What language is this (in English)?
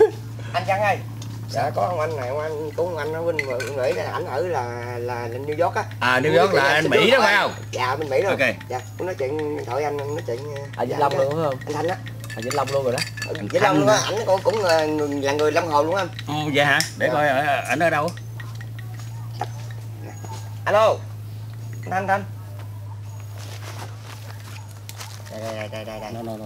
Vietnamese